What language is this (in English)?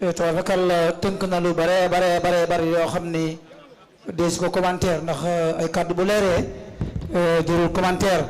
Wolof